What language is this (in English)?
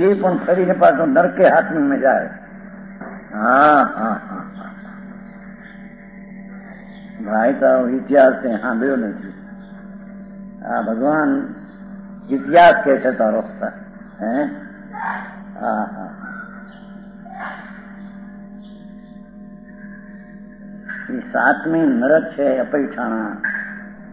Gujarati